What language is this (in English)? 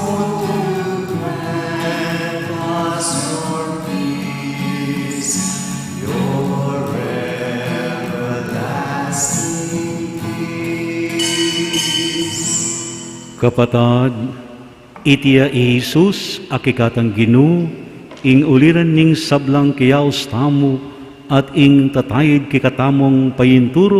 Pampanga